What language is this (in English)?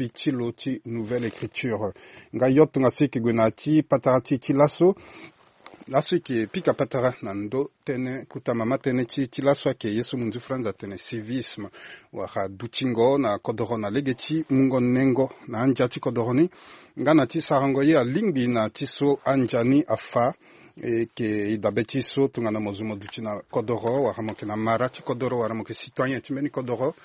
Sango